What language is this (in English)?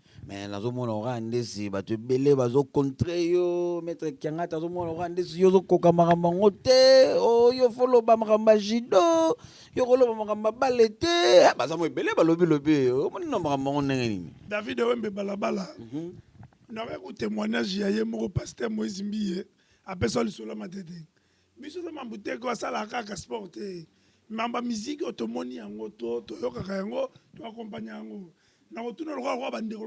Lingala